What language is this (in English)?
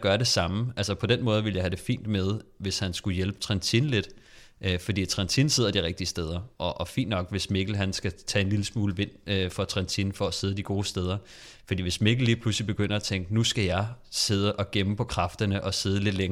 Danish